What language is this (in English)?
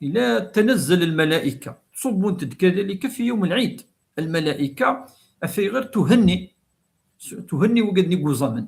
Kabyle